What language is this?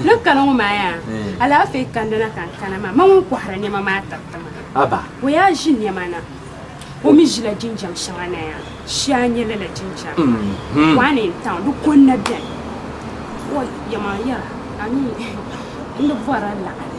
Dagbani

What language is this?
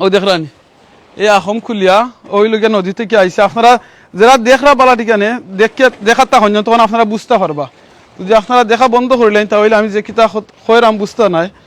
Sylheti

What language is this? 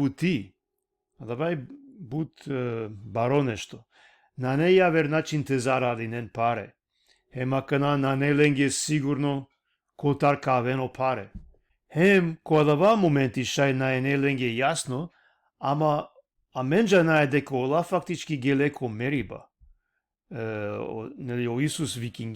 Balkan Romani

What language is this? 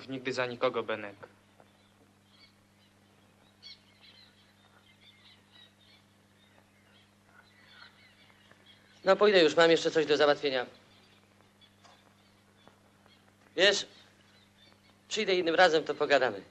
Polish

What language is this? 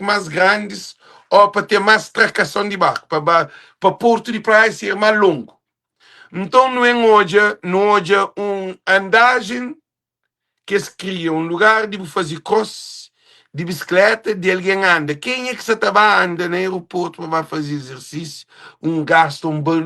Kabuverdianu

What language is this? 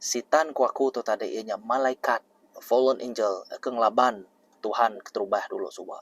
Iban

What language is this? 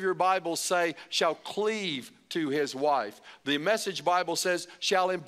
English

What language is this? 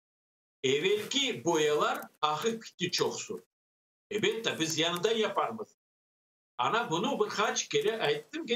Crimean Tatar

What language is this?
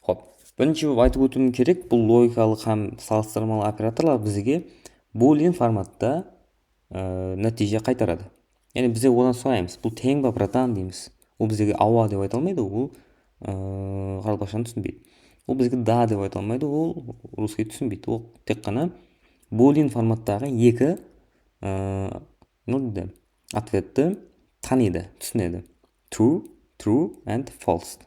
Kara-Kalpak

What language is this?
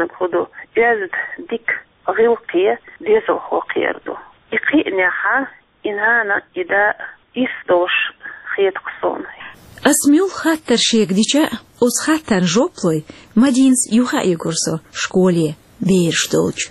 Chechen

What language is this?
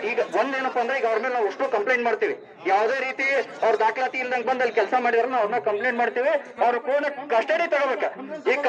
Kannada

